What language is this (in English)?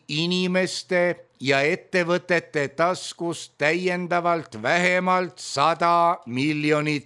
Estonian